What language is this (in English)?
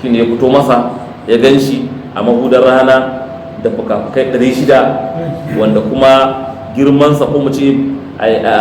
Hausa